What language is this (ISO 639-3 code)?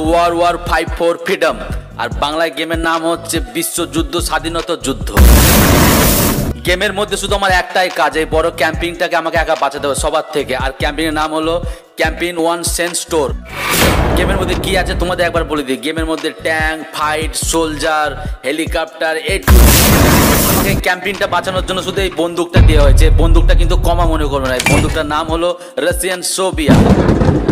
ben